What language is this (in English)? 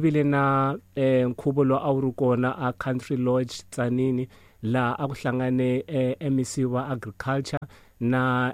Tsonga